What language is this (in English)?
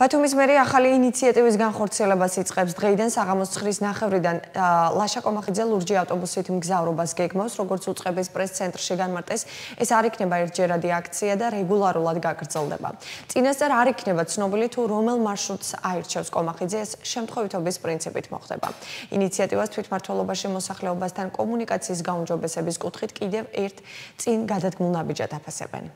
Georgian